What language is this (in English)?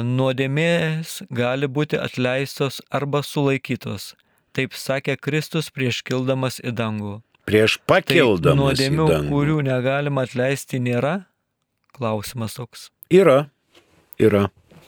Lithuanian